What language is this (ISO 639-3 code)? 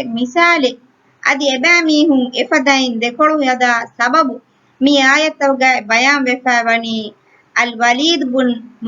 div